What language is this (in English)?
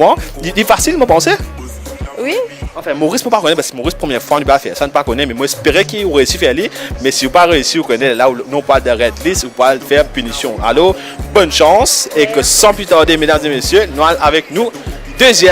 Morisyen